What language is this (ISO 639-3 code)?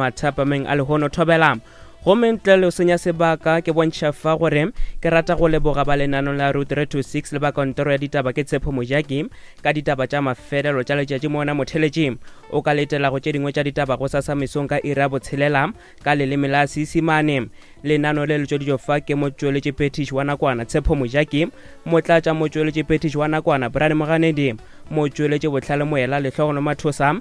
nso